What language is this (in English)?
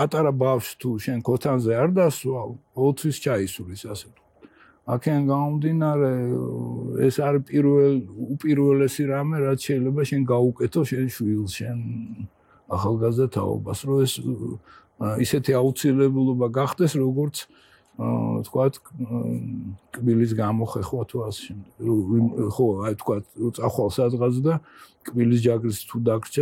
Georgian